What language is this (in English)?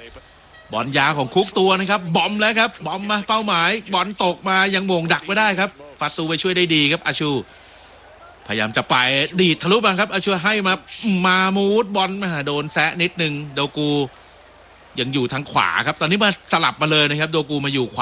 Thai